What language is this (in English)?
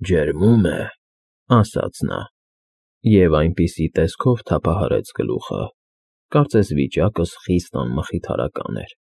Armenian